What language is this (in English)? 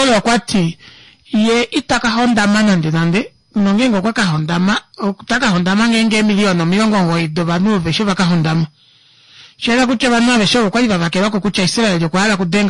Kuanyama